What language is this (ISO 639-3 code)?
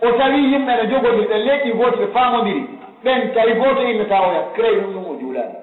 fuf